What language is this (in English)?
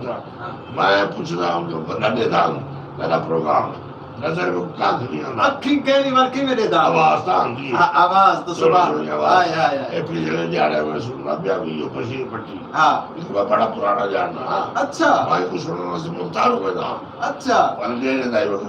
Saraiki